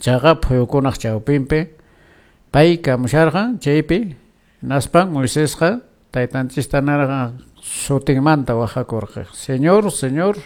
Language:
Quechua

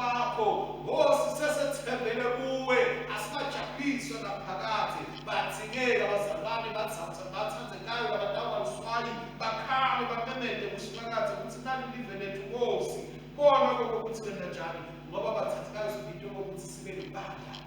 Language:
Swati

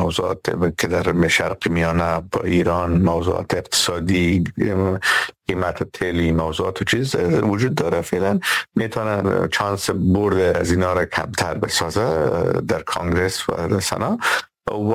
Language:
Persian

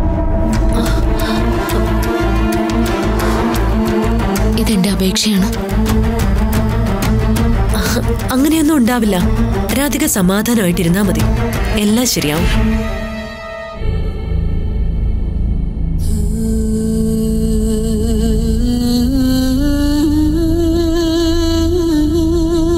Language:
Malayalam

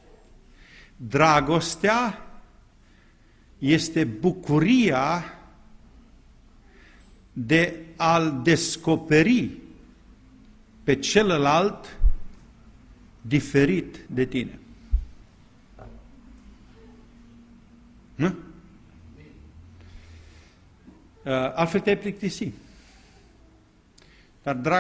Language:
Romanian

